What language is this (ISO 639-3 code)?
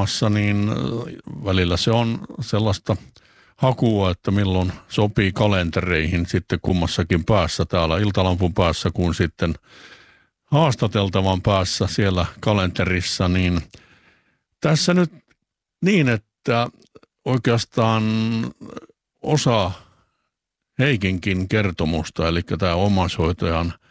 fin